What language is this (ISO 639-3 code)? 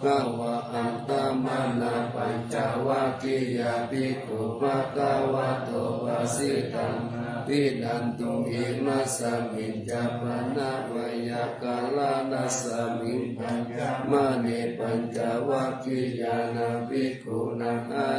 pli